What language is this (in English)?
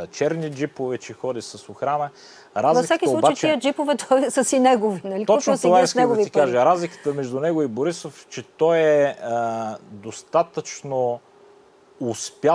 Bulgarian